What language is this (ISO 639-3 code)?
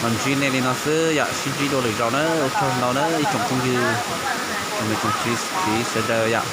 hmn